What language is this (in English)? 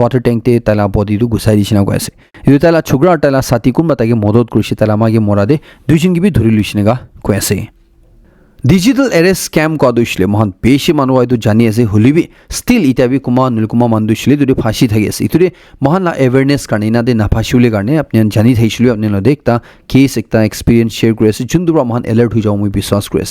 Naga Pidgin